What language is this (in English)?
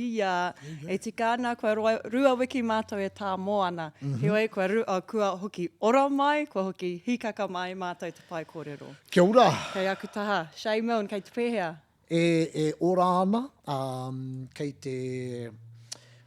Māori